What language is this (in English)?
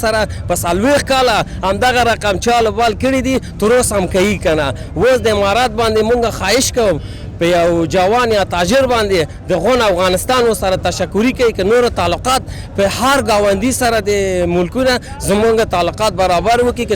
Pashto